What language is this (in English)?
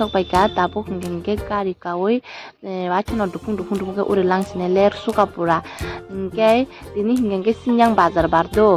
Kok Borok